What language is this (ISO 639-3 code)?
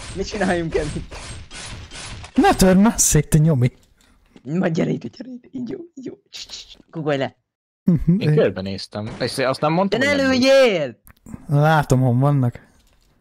hun